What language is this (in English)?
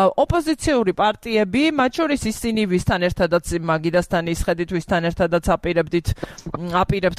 Georgian